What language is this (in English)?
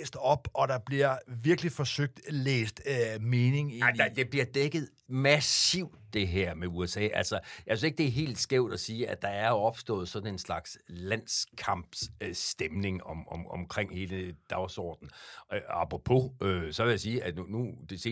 Danish